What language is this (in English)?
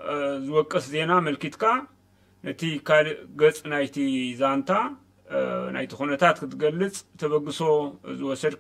Tigrinya